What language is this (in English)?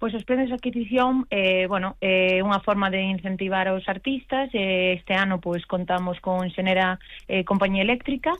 Galician